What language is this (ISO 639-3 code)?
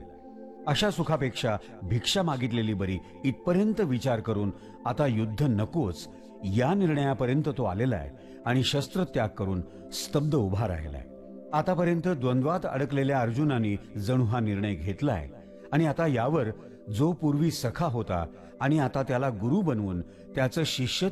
mar